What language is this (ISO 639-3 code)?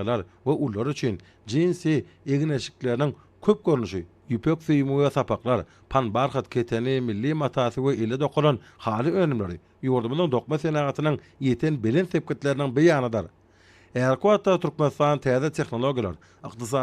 tuk